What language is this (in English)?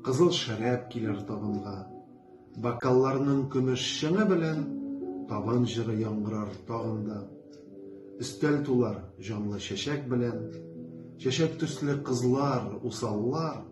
Tatar